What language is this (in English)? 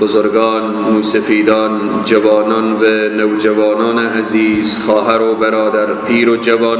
Persian